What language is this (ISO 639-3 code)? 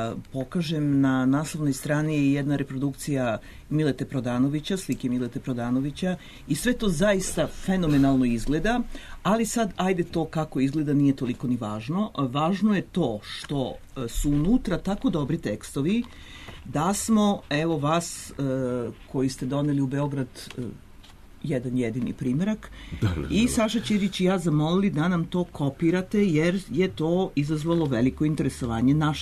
srp